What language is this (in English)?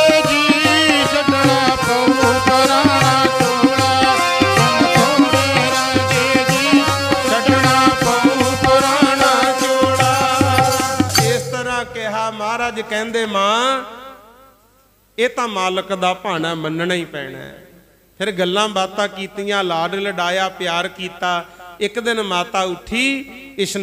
Punjabi